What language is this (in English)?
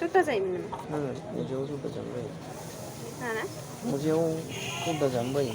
Bodo